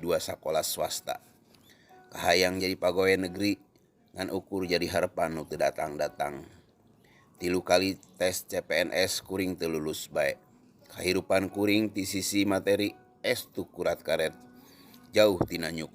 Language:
Sundanese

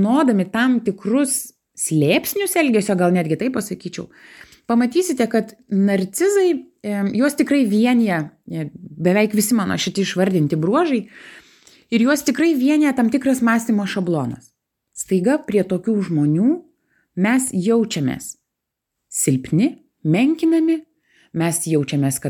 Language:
Lithuanian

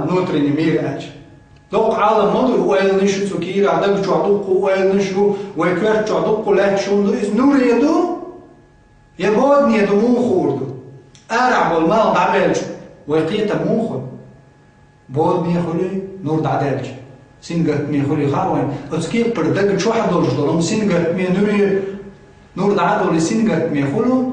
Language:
Chechen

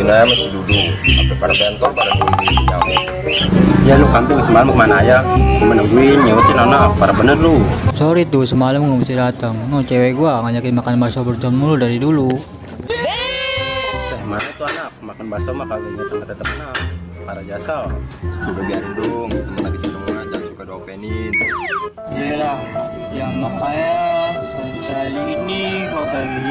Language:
Betawi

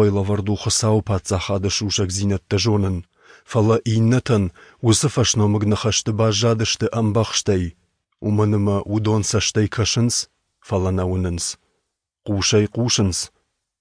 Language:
Ossetic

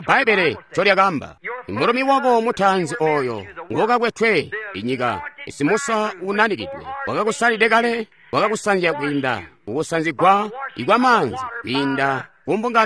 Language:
Tonga (Zambia)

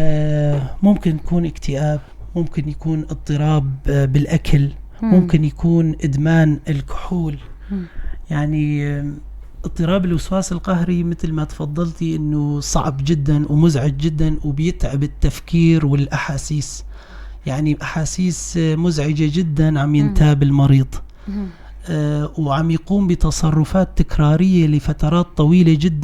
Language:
North Levantine Arabic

